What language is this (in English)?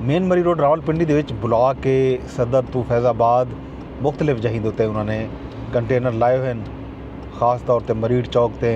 Saraiki